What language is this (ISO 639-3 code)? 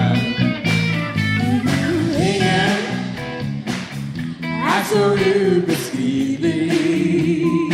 swe